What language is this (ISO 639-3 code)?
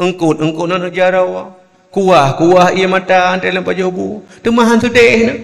ace